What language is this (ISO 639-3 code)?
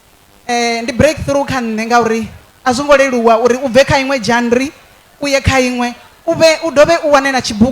ven